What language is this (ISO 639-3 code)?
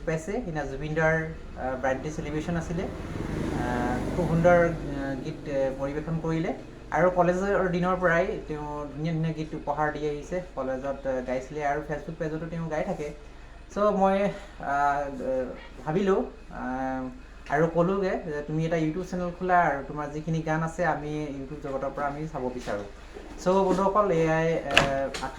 asm